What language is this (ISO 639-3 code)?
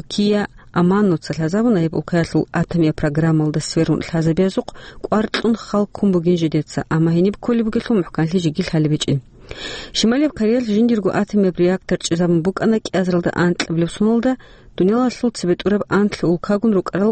ava